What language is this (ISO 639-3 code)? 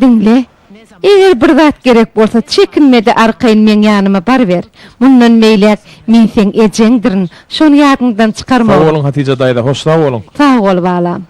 tuk